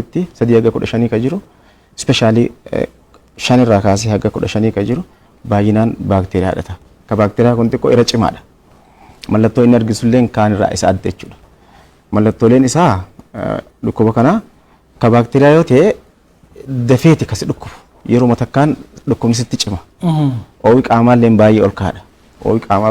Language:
Oromo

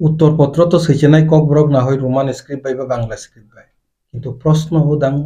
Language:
Kok Borok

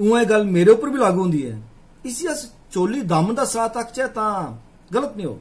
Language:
Dogri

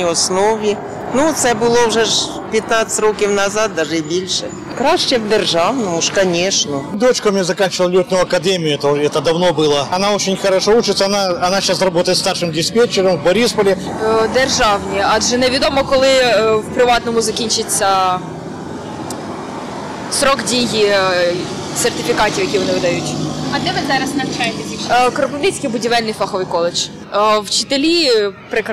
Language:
Ukrainian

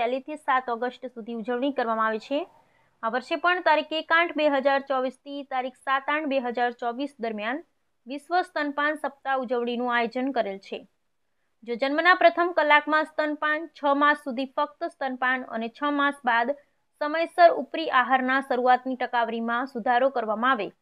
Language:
Gujarati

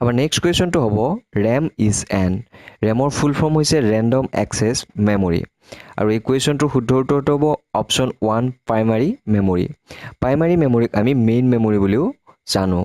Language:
Assamese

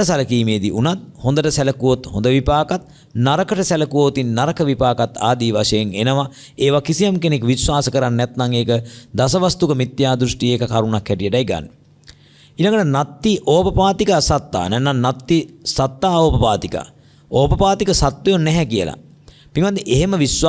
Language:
Sinhala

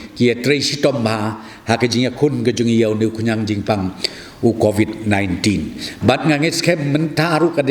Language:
Khasi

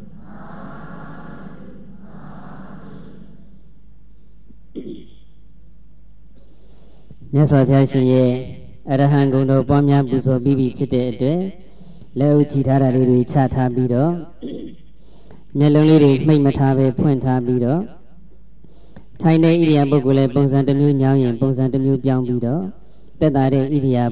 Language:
Burmese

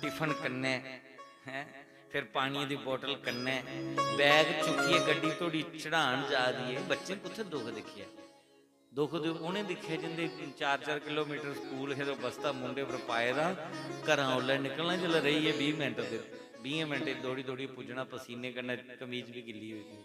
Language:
Dogri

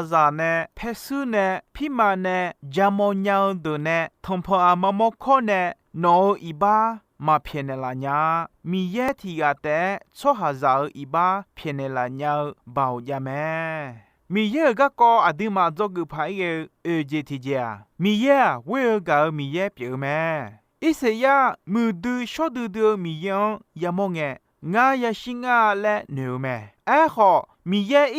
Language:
Akha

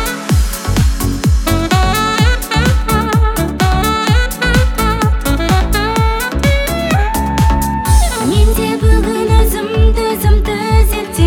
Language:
Kazakh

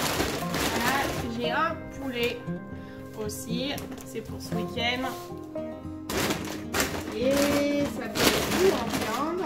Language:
French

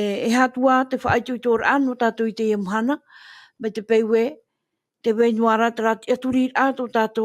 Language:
Tahitian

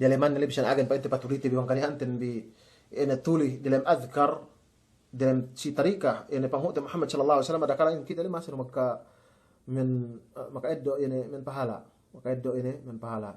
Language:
Yakan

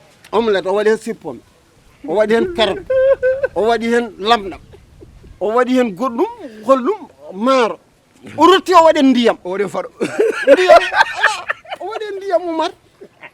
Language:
Fula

